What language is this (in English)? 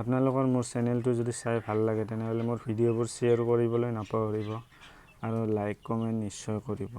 Assamese